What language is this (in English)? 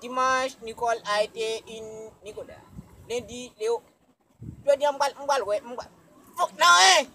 Haitian Creole